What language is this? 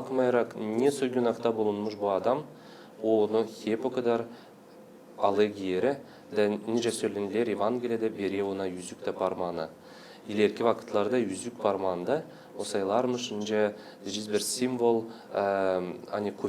Gagauz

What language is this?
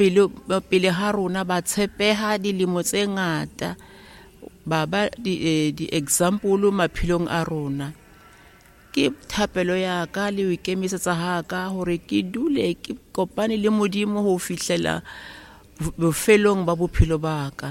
Southern Sotho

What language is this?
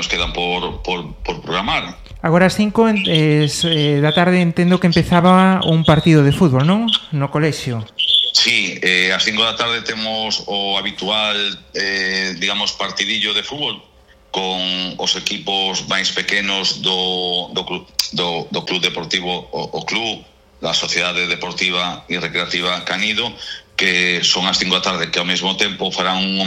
Galician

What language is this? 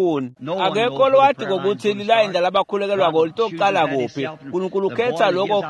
Swati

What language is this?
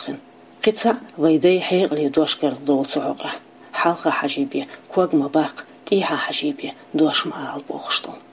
Chechen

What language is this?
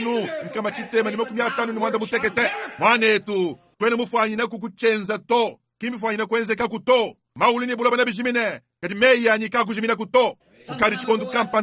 Luba-Lulua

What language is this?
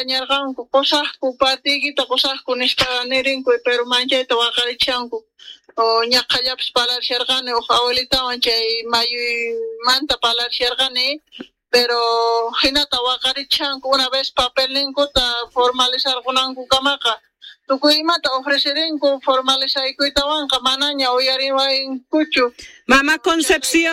South Bolivian Quechua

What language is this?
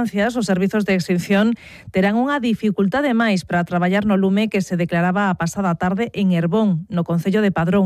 Galician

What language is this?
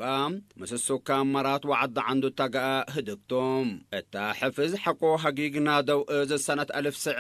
Tigre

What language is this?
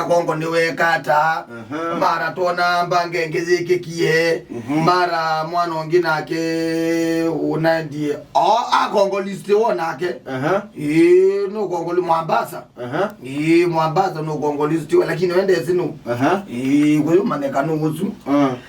Kamba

